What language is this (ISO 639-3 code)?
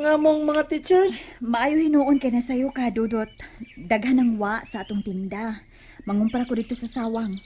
ceb